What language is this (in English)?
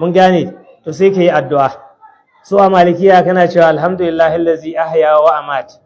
Hausa